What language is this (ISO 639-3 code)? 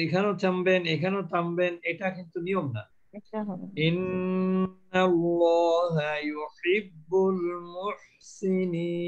ben